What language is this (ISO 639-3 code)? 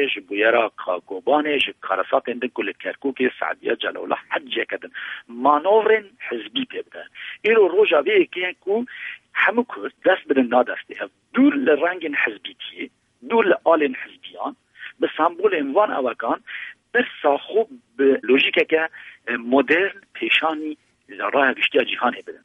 kur